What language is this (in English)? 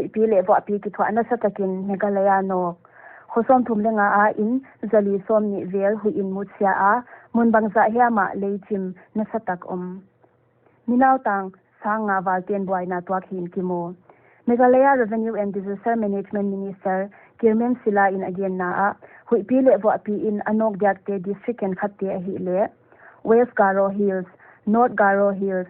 Paite Chin